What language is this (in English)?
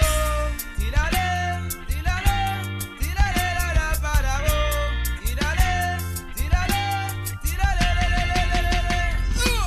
Morisyen